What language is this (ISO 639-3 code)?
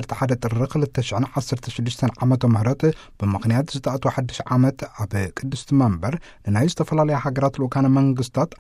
tir